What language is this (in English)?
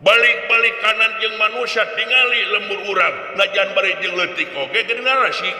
Sundanese